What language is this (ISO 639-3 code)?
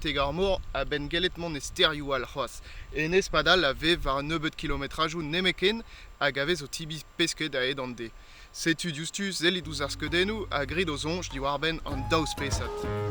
bre